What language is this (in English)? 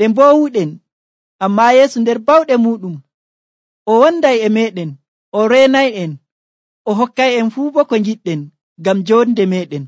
Nigerian Fulfulde